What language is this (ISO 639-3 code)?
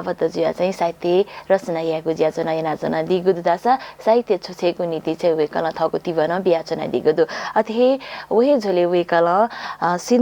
new